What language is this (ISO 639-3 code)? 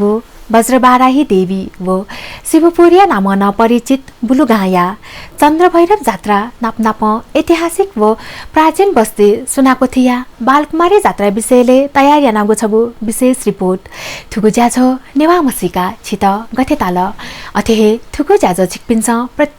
new